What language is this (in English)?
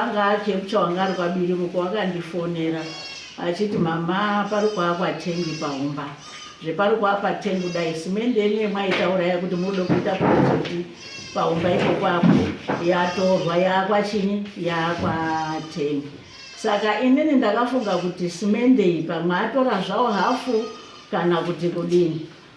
Shona